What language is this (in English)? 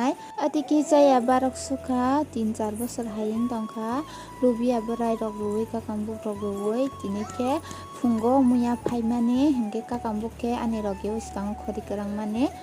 Kok Borok